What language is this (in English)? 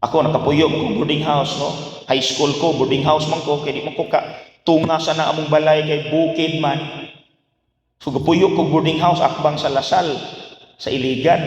Cebuano